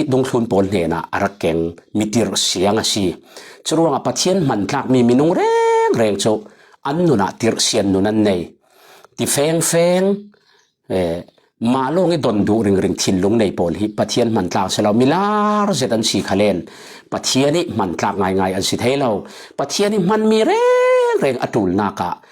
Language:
Falam Chin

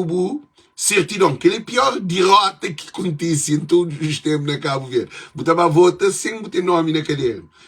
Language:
Kabuverdianu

